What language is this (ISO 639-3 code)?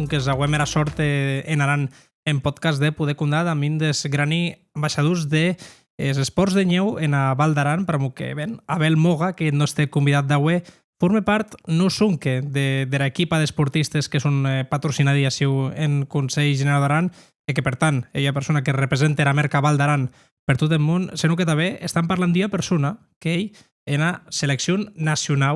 oci